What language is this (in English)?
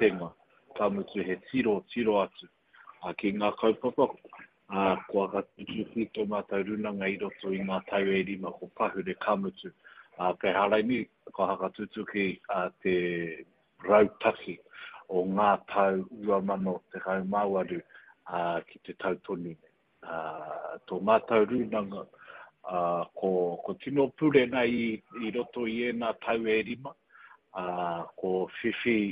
Māori